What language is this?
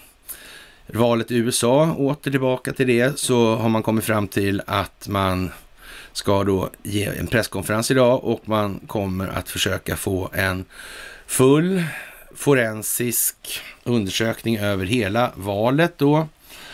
Swedish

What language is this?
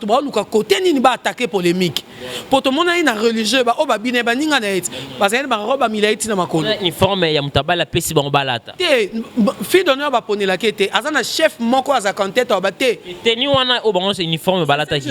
Lingala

